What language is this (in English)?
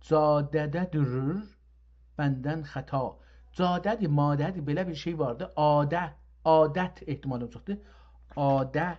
South Azerbaijani